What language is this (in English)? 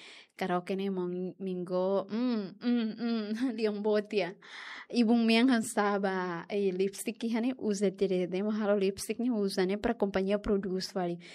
Tetum